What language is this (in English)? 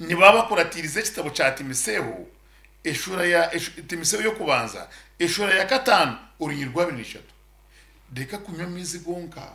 Nyankole